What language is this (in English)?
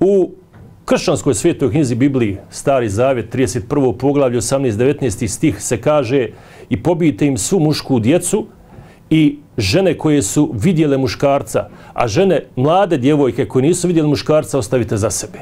Bosnian